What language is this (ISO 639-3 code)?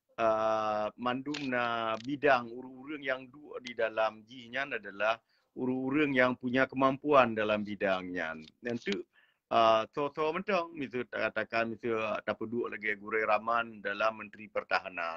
ace